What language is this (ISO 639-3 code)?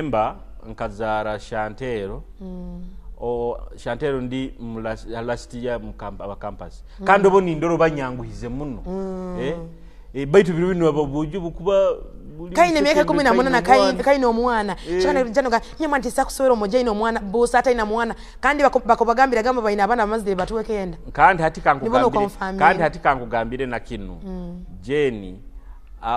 ttj